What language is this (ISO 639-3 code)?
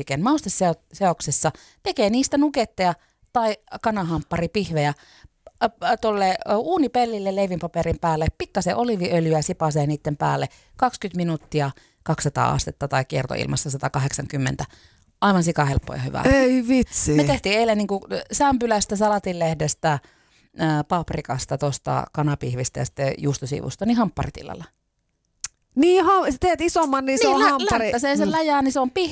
fin